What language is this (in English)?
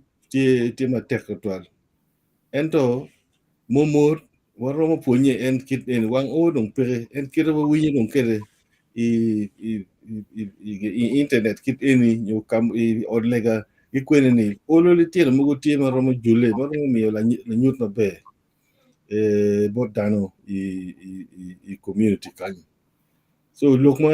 Acoli